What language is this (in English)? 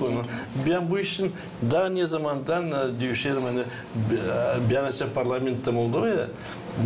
Gagauz